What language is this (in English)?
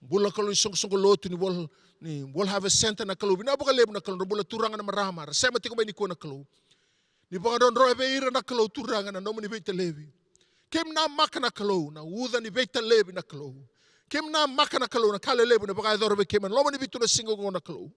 Fijian